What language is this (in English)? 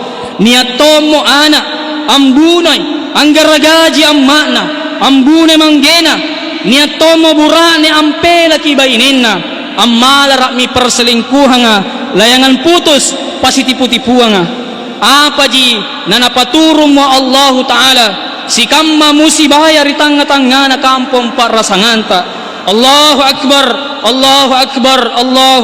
Makasar